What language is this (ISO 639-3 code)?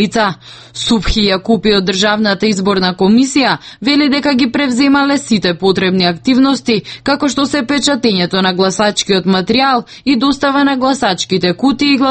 mkd